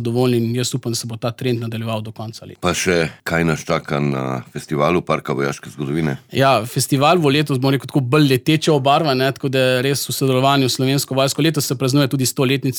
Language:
Slovenian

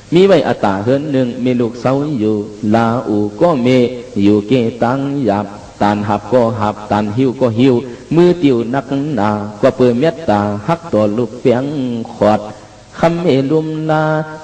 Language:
Shan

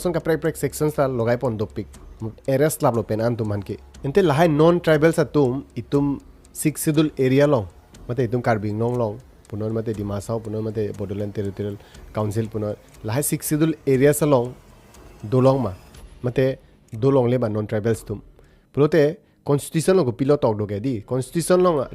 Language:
Karbi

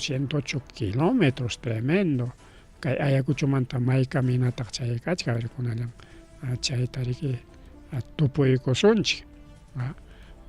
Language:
Ayacucho Quechua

